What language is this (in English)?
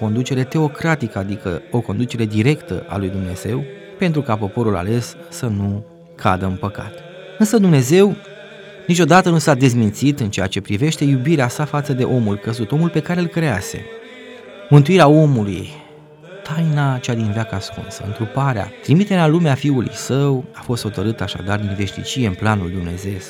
Romanian